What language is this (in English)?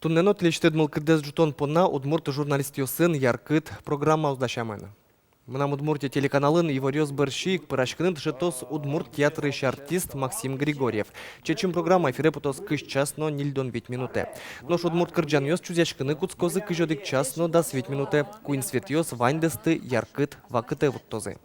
Udmurt